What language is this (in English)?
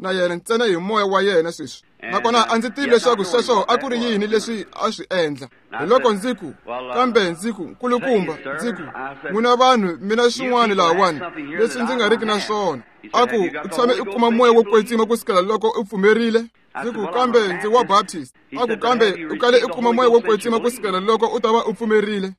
Tsonga